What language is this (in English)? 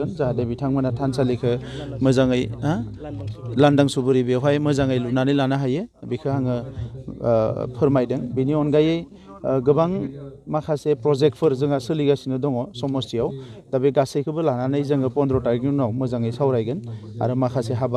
Bodo